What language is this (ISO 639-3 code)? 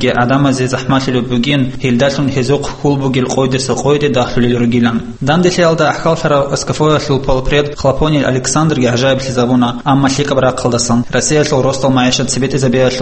ava